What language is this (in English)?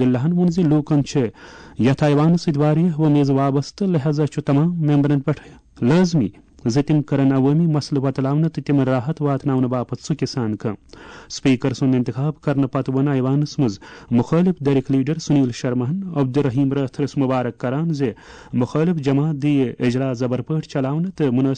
Kashmiri